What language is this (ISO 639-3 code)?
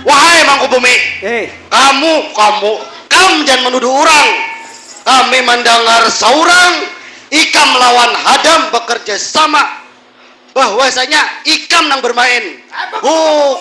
bjn